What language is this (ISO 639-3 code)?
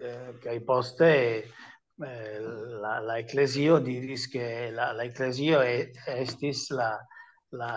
epo